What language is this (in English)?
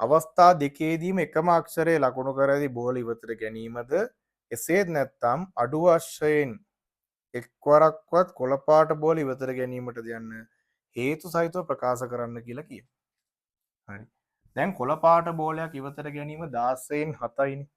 Sinhala